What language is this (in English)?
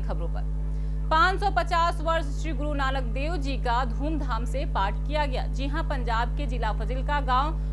Hindi